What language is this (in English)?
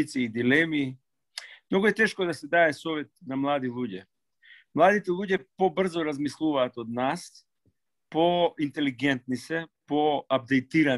Macedonian